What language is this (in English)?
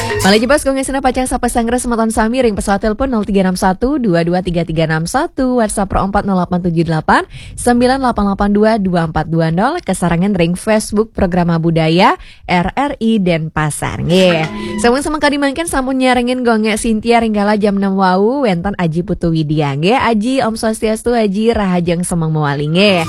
Balinese